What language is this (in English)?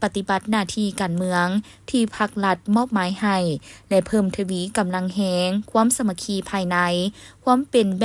Lao